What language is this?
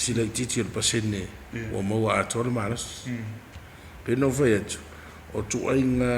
Samoan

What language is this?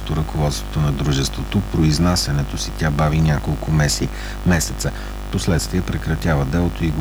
Bulgarian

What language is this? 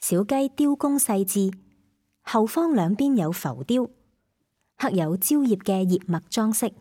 Cantonese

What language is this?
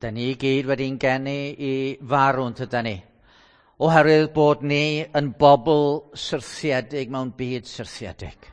Welsh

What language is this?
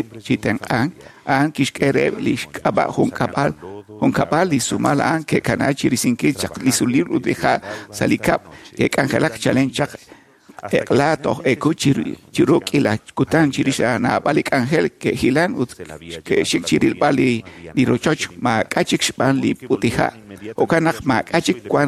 Kekchí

